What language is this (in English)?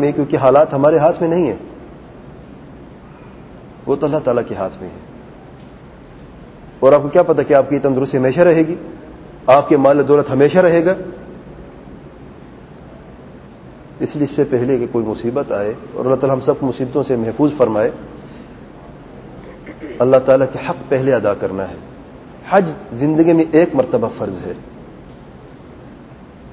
Urdu